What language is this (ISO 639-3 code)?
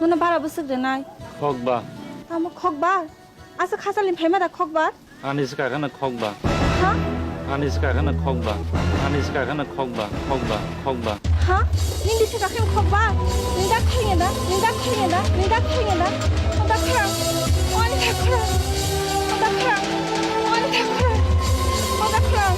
trp